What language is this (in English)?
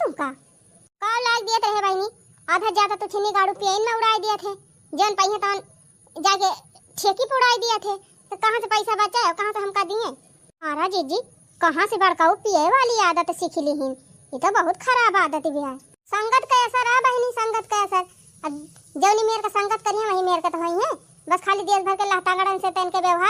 Awadhi